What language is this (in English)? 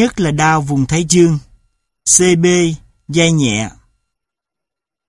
Vietnamese